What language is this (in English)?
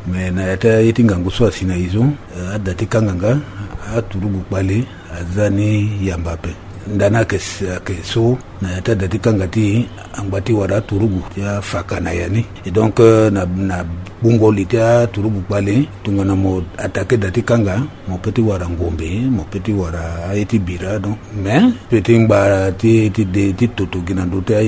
Sango